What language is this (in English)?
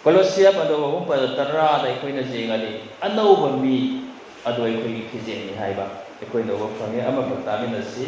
Manipuri